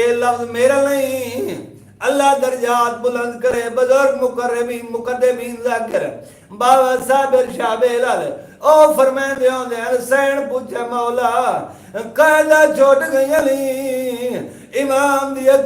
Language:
Saraiki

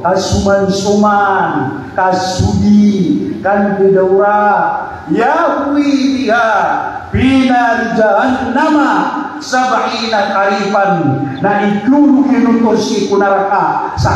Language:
Maranao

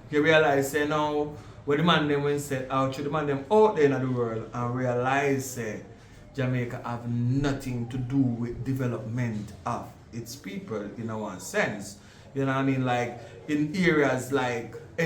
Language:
Jamaican Creole English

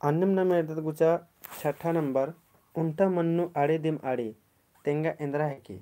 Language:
Kurukh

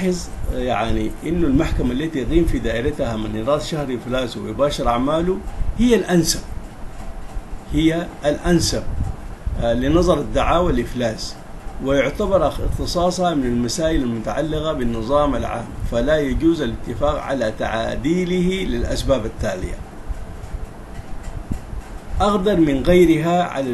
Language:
Arabic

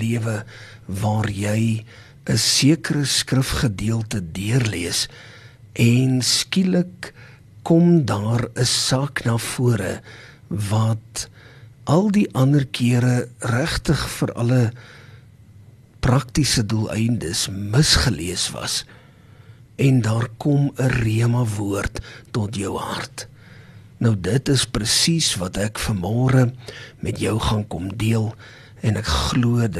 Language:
Afrikaans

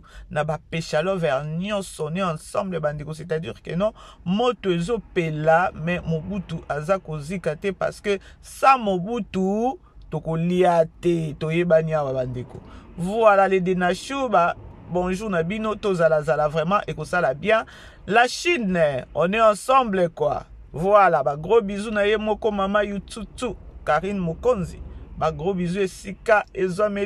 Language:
Lingala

